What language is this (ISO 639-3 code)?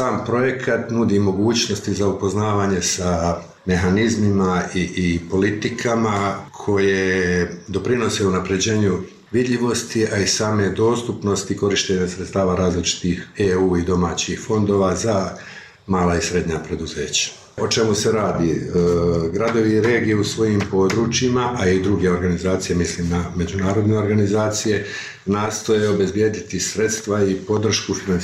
bos